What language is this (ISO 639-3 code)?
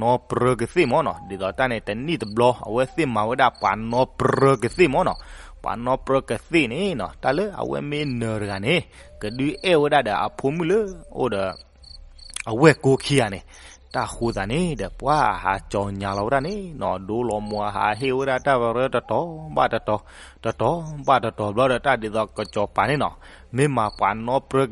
ksw